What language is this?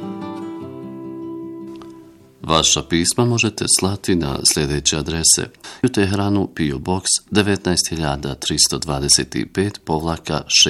Bosnian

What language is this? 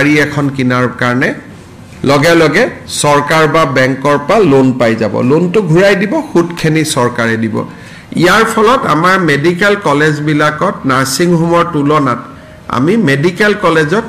Assamese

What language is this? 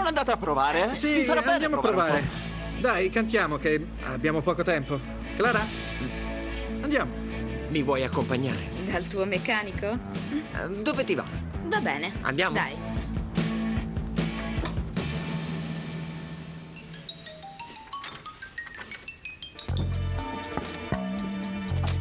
Italian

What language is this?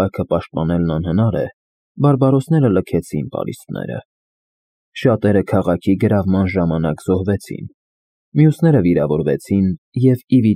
Armenian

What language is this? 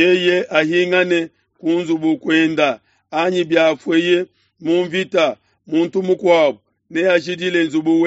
Luba-Lulua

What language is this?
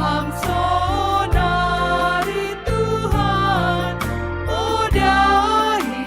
Batak Simalungun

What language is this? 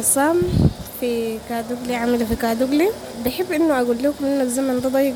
Sudanese Arabic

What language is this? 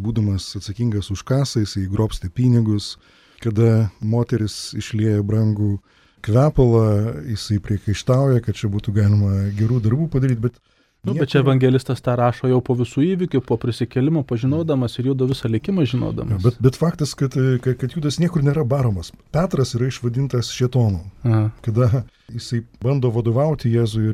Lithuanian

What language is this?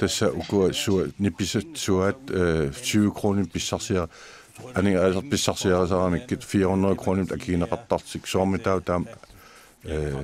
Kalaallisut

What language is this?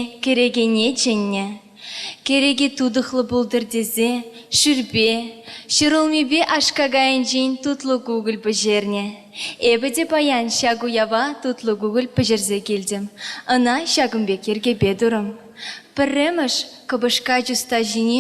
Chuvash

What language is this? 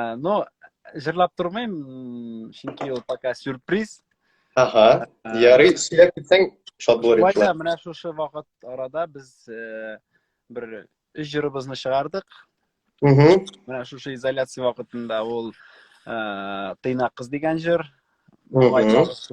Tatar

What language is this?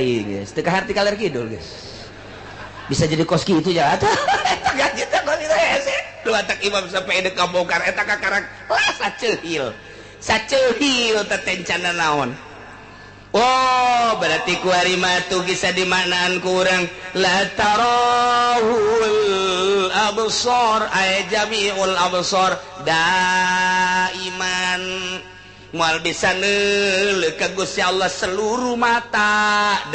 Sundanese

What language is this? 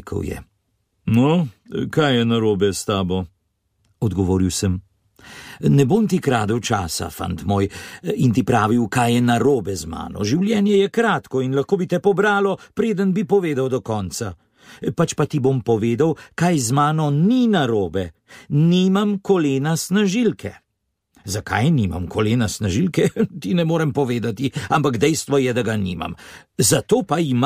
Slovenian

